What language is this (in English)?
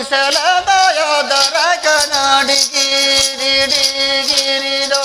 Santali